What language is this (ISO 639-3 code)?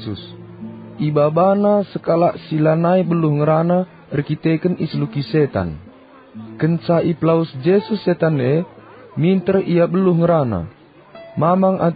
btx